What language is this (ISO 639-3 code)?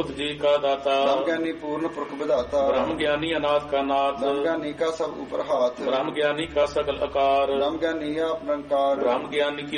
pan